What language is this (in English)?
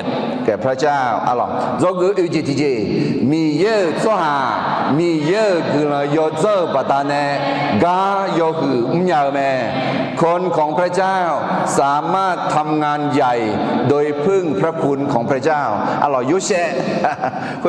Akha